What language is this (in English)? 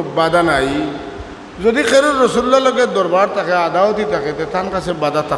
Sylheti